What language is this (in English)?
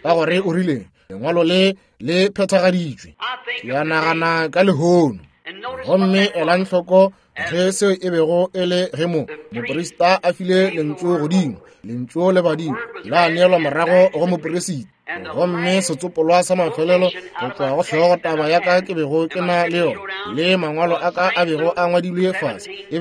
Northern Sotho